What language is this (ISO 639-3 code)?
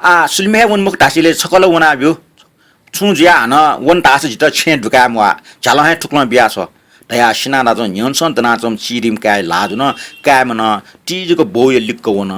new